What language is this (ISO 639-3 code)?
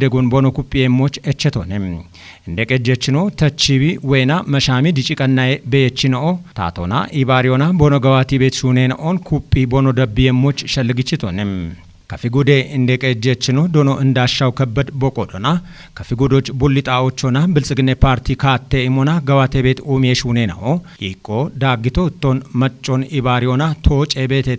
kbr